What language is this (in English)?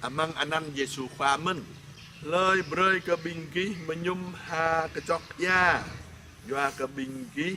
Jarai